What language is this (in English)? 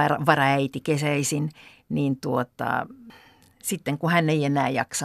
Finnish